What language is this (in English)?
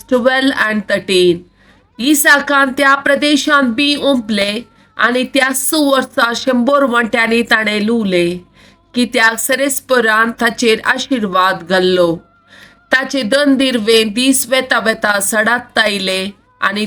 Konkani